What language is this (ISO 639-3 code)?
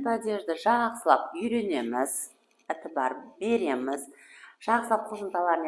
kaa